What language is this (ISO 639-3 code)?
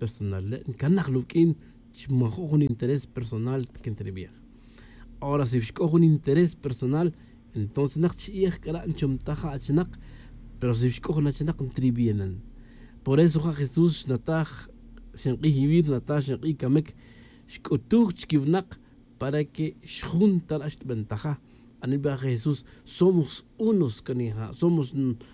tzj